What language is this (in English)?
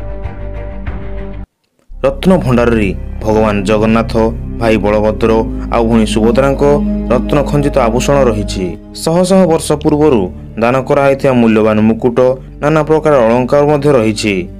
Odia